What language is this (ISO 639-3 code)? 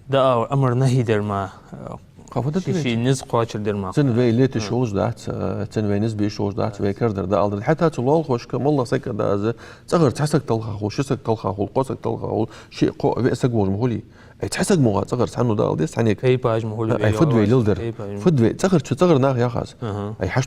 inh